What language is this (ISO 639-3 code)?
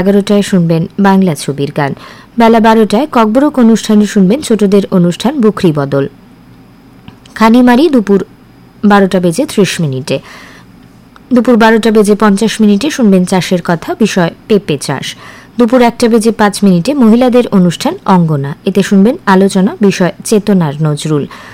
ben